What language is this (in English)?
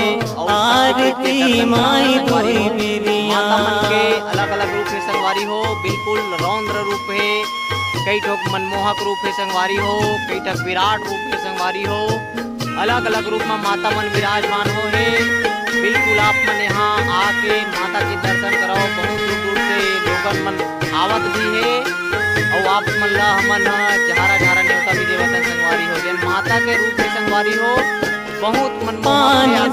Chhattisgarhi